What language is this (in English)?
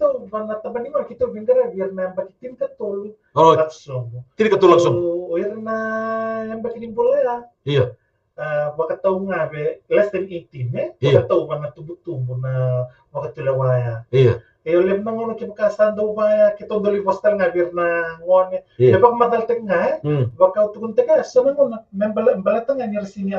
Fijian